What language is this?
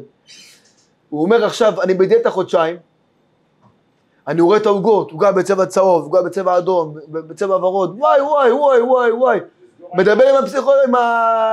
Hebrew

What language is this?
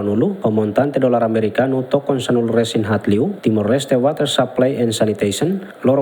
Tetum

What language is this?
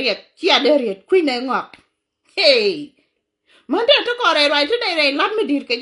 Nuer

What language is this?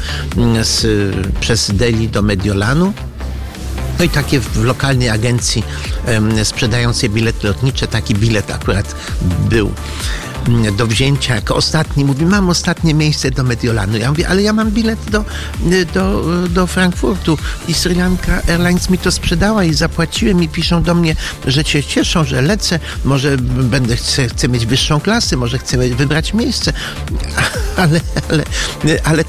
Polish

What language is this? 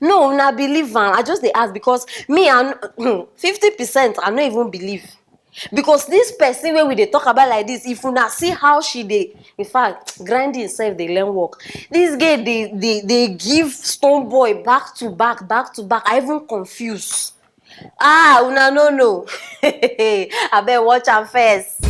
Nigerian Pidgin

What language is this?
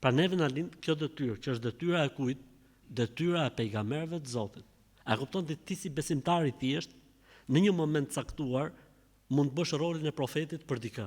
Albanian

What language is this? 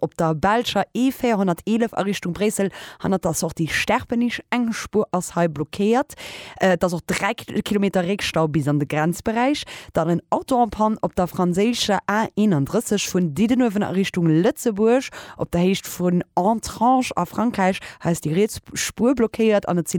Luxembourgish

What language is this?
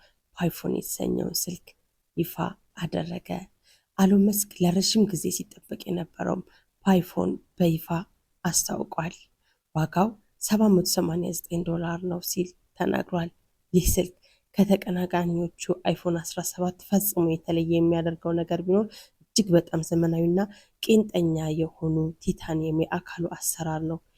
Amharic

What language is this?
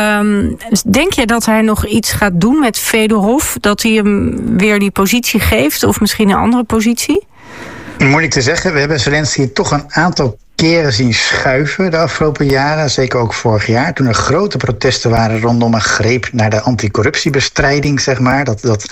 Dutch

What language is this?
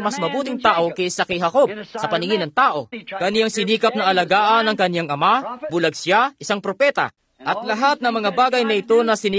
Filipino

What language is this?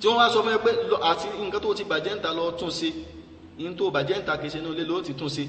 Yoruba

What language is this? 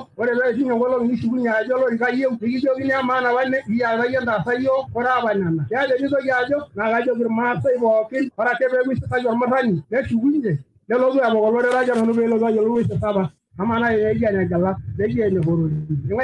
Masai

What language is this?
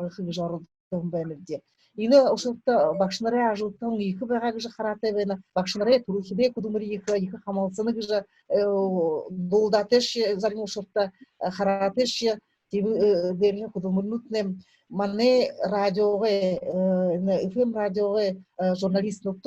Buriat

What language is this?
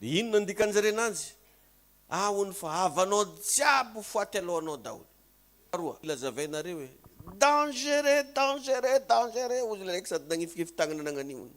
Malagasy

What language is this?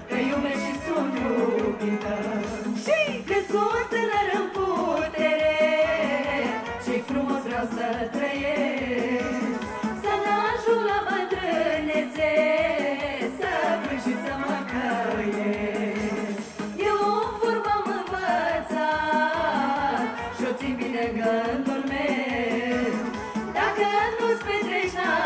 Romanian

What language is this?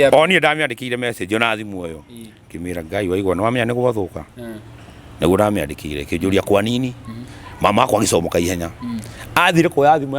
Kikuyu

